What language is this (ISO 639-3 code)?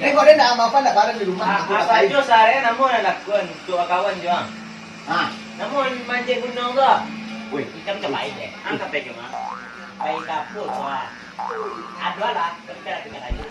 min